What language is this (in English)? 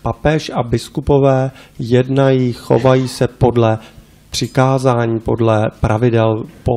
Czech